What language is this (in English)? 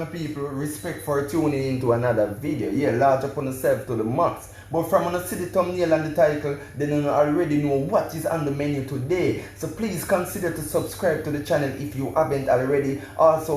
Jamaican Creole English